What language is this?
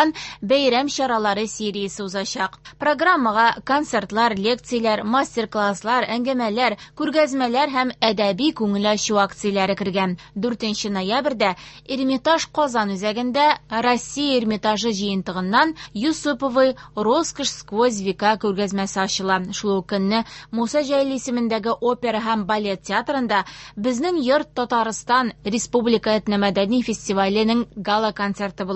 Tatar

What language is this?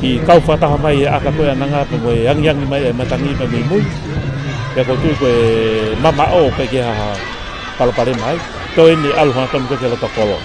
Tongan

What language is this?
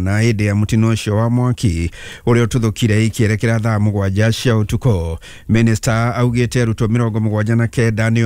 Kikuyu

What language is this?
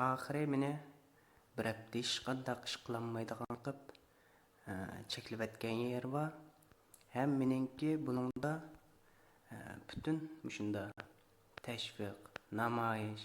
Uyghur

